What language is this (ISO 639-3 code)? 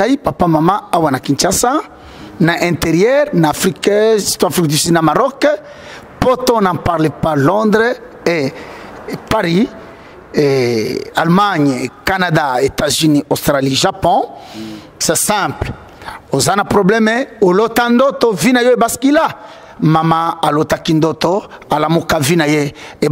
lin